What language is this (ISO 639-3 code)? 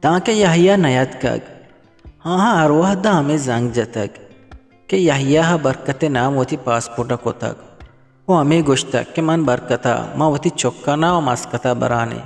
bgp